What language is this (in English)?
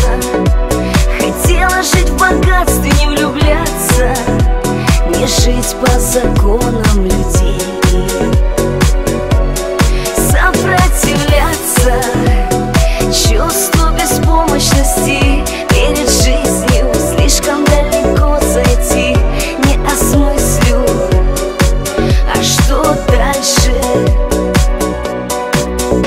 Russian